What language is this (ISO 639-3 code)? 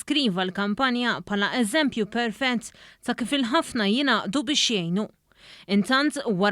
mlt